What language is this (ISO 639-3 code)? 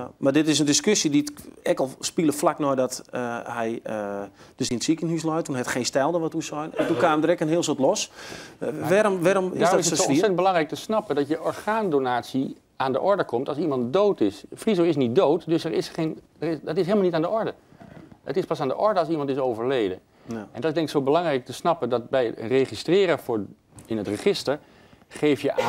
fry